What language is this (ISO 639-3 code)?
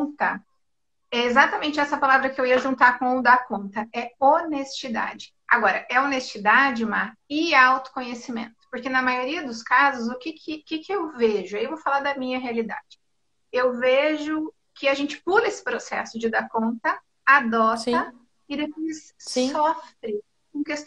por